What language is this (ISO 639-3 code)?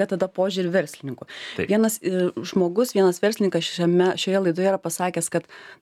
lit